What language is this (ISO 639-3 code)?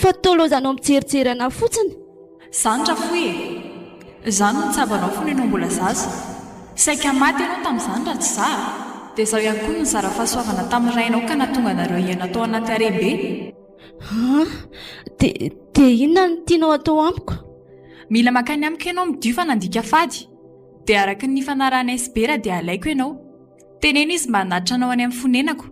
mlg